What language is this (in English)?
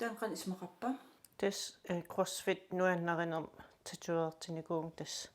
Kalaallisut